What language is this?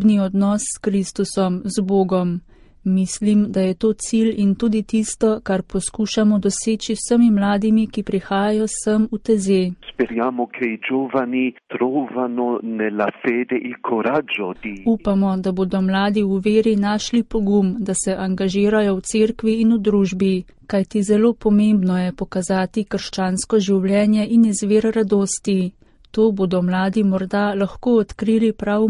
Slovenian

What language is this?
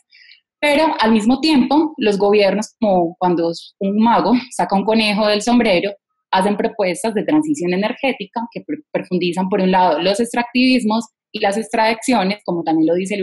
Spanish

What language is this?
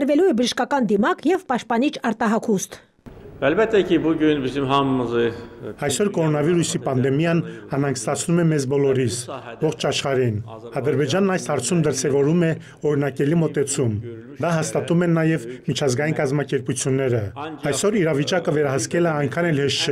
Armenian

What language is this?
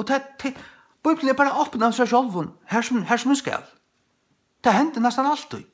Faroese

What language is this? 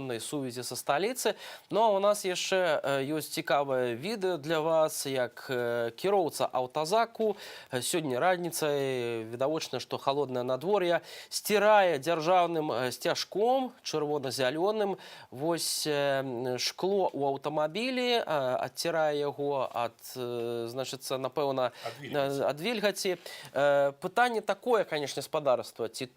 Belarusian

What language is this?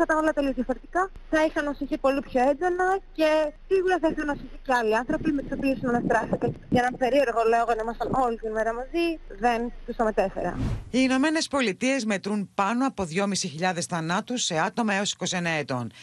Greek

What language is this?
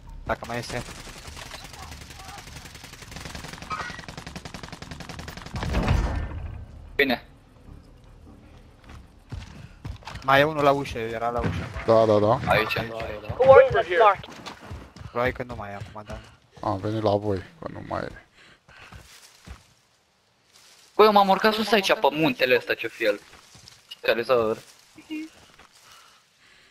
Romanian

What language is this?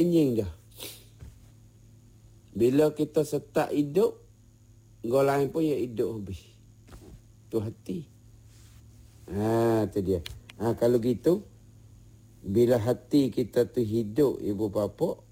Malay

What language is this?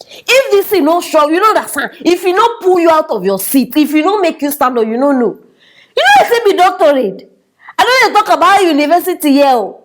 Nigerian Pidgin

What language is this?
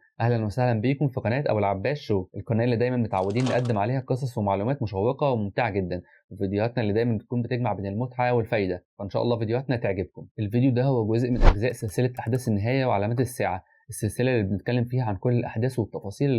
Egyptian Arabic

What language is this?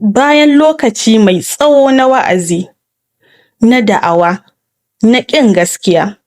Hausa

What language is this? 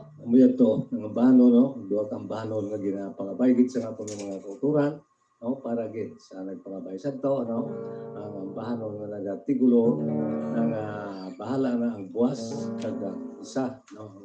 Hiligaynon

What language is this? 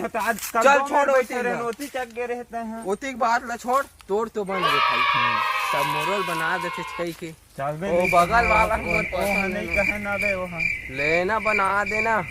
Chhattisgarhi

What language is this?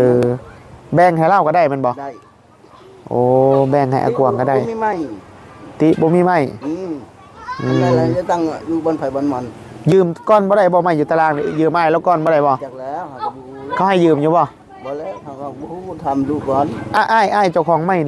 Northeastern Thai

